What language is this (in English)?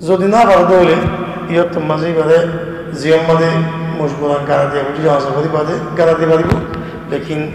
Rohingya